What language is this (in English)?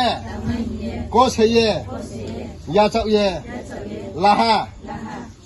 Riang (India)